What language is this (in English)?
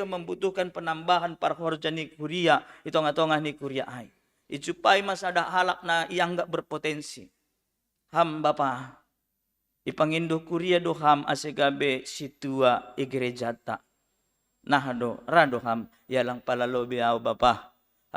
Batak Simalungun